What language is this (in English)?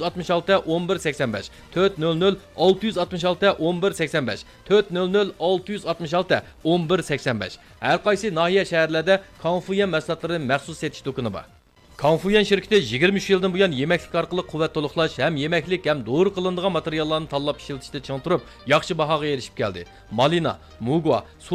Uyghur